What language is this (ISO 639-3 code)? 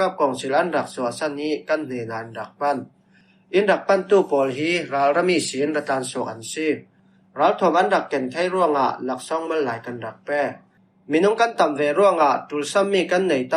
cfm